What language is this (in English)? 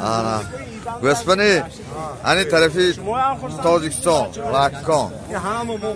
Tajik